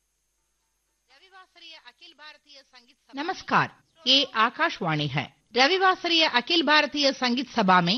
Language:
Hindi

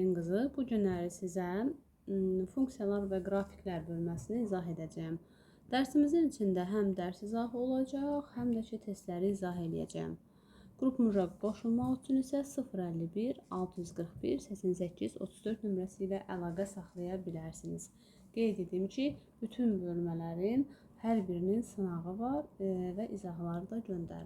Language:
Azerbaijani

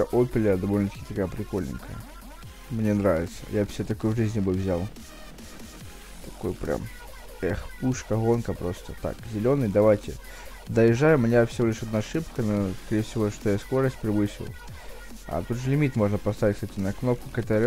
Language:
Russian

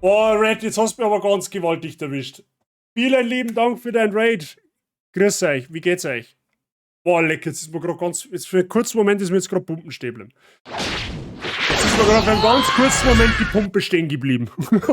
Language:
Bavarian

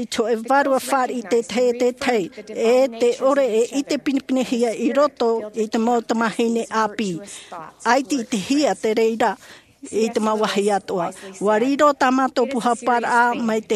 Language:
Tahitian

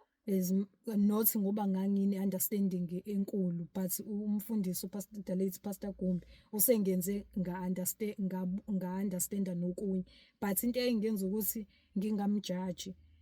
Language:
Zulu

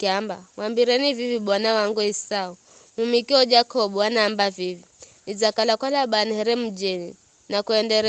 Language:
Giryama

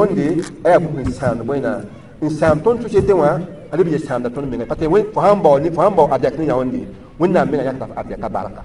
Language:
Mossi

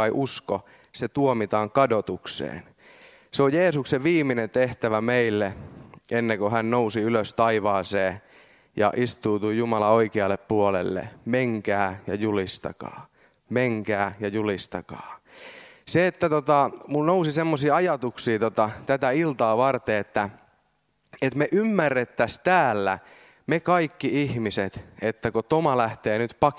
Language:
Finnish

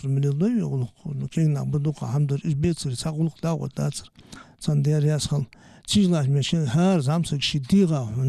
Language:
Ingush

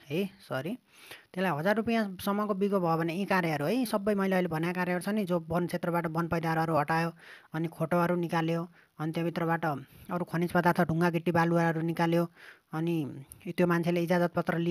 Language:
Nepali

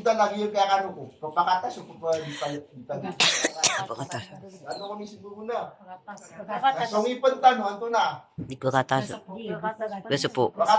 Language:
Maranao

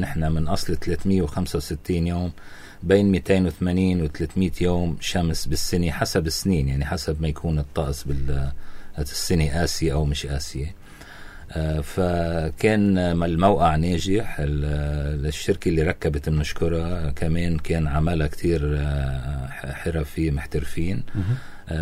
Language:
North Levantine Arabic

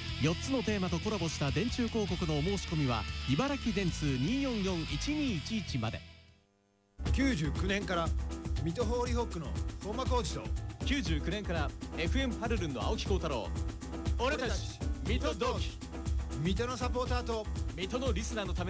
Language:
Japanese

